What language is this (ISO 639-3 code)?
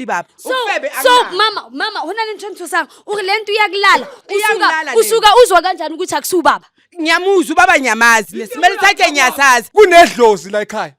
zul